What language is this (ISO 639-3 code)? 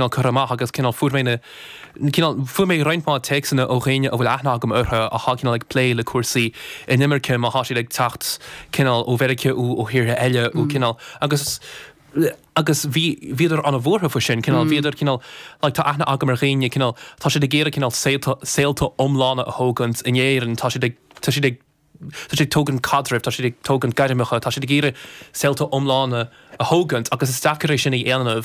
gle